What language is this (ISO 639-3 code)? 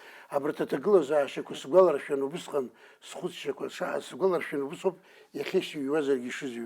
abk